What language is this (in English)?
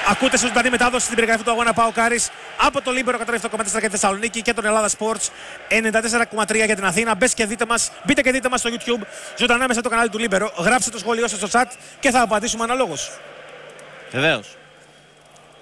Greek